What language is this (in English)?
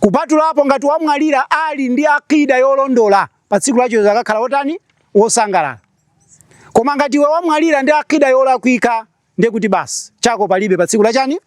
Nyanja